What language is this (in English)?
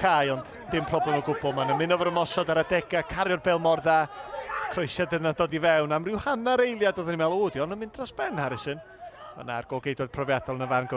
Welsh